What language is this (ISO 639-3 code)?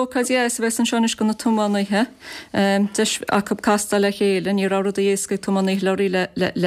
gle